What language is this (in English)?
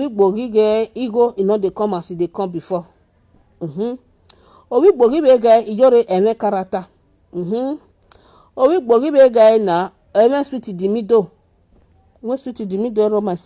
Nigerian Pidgin